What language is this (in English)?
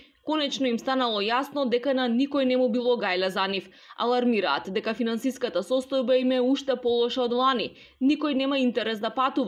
Macedonian